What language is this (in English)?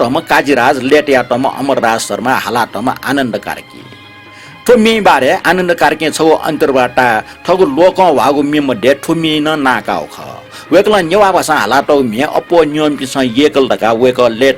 Newari